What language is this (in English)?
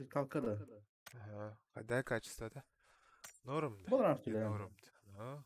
Yakut